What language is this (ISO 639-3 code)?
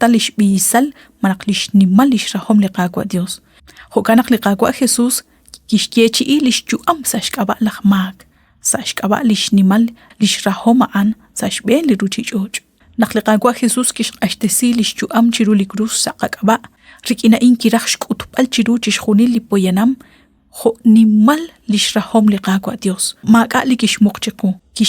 kek